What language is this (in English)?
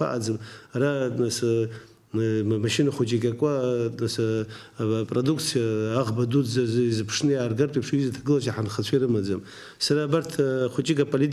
Abkhazian